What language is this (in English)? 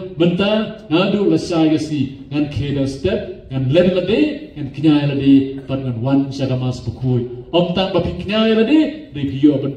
Khasi